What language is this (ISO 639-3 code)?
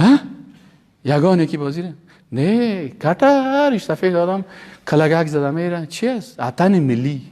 fas